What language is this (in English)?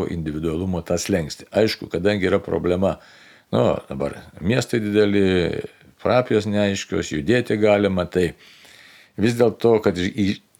Lithuanian